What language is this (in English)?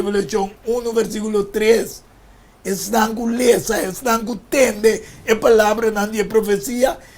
Papiamento